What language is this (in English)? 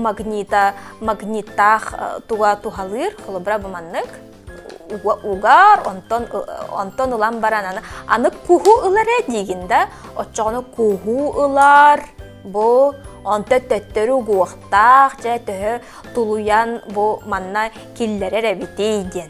Yakut